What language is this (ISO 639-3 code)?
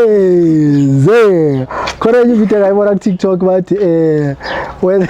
zul